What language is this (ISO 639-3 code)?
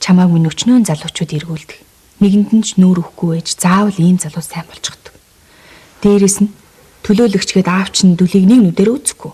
mon